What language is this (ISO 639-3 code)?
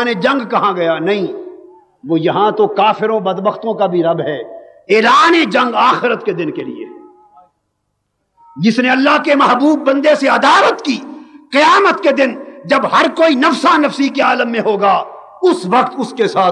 urd